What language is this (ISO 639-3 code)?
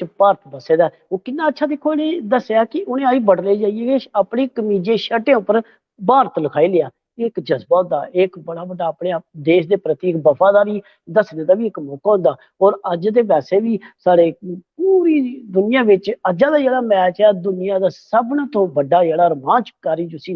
doi